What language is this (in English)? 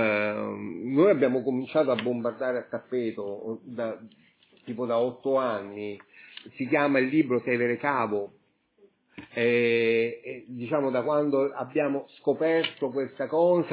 Italian